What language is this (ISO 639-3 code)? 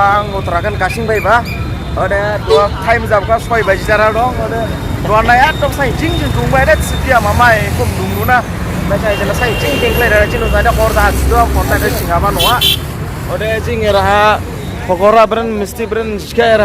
dis